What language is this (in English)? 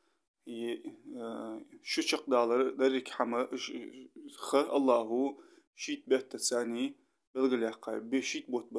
Ingush